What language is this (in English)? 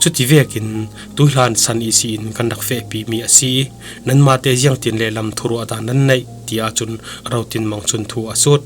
Falam Chin